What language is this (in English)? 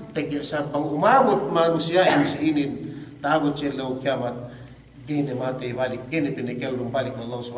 Yakan